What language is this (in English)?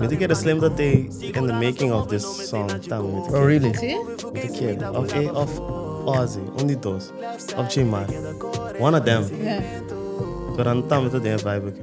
Papiamento